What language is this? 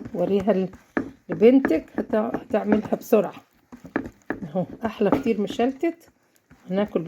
Egyptian Arabic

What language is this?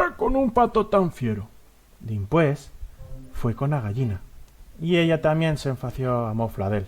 Aragonese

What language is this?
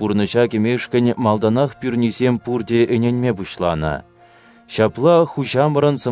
Chuvash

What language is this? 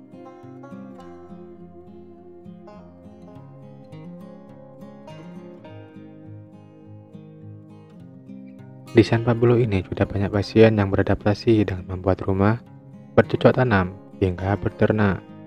Indonesian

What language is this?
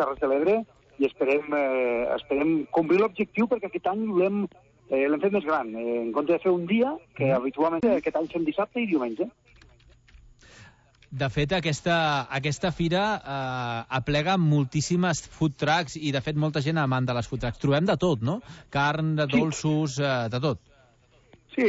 Catalan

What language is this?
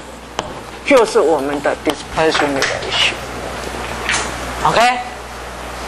Chinese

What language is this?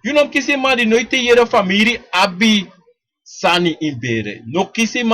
Sranan Tongo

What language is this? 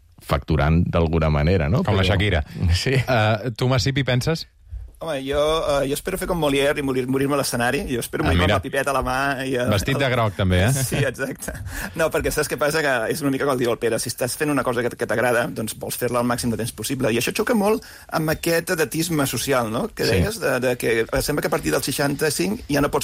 Catalan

